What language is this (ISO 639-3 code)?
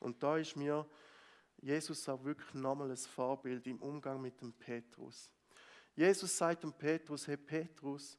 gsw